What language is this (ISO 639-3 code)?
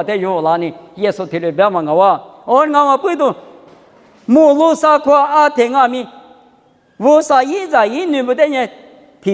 lis